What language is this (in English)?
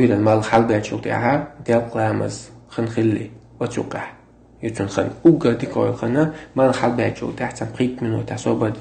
Chechen